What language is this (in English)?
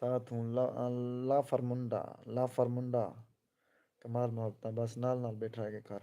Saraiki